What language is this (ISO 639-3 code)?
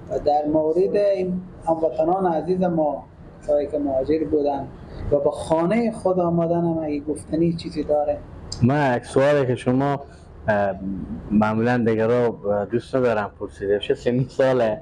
fas